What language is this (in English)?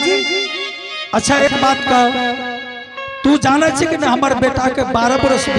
Angika